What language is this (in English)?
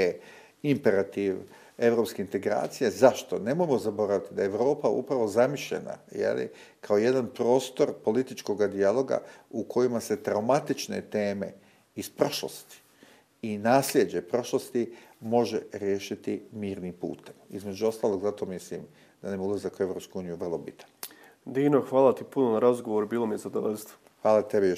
Bosnian